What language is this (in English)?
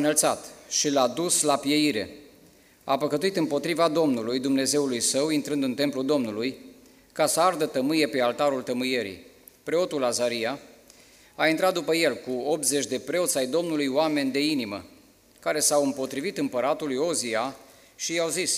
Romanian